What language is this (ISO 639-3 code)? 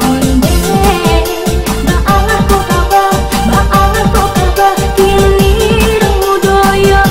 min